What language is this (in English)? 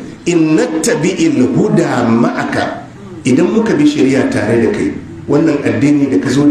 Hausa